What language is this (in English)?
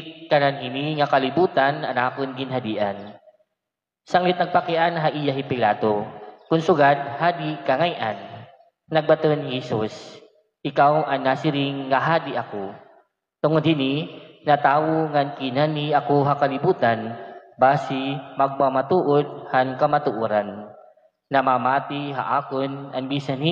Waray